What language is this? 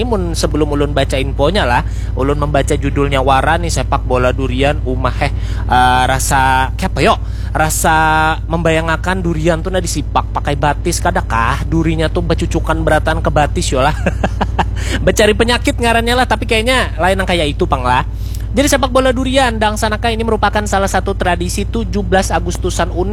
Banjar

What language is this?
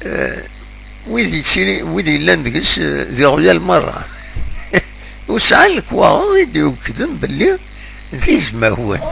Kabyle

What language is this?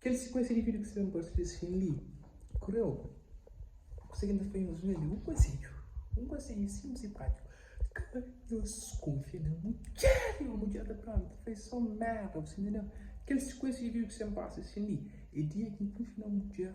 Kabuverdianu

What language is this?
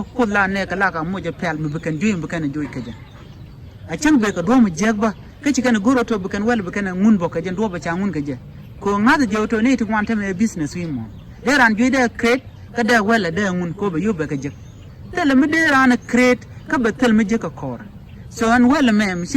Nuer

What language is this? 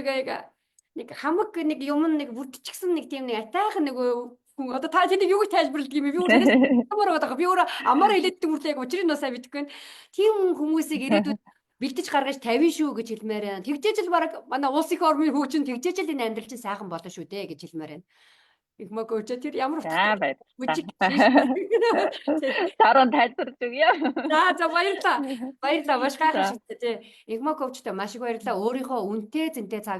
Mongolian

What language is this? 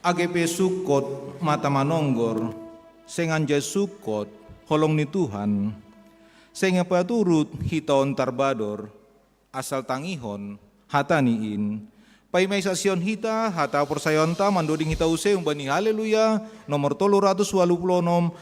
Batak Simalungun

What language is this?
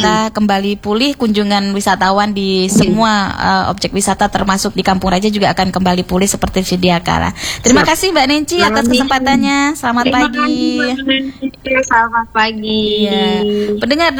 Indonesian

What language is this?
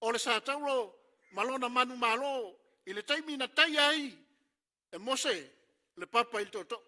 Samoan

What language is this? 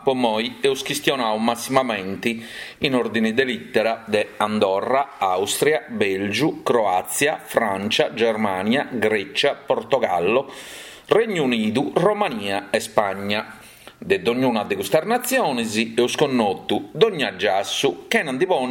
Sardinian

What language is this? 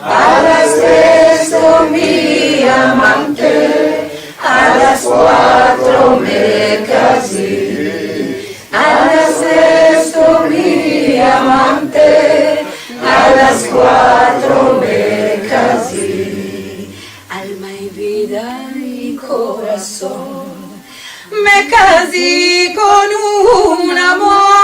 Ladino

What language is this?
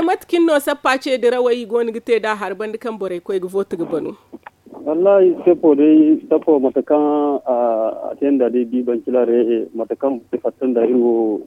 Zarma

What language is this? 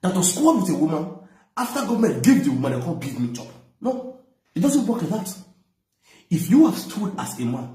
Nigerian Pidgin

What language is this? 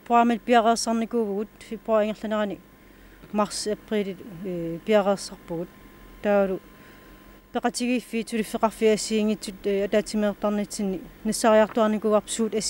Kalaallisut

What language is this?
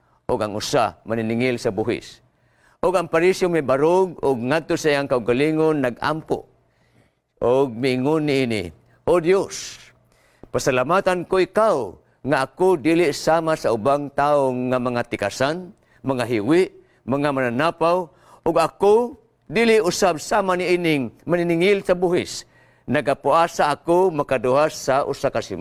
Cebuano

